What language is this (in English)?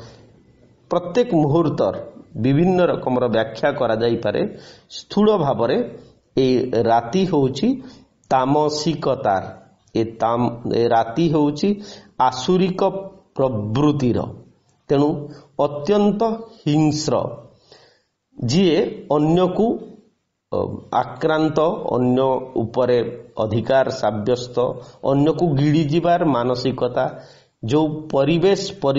Odia